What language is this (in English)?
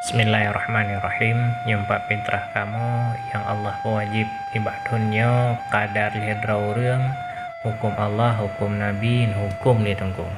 Achinese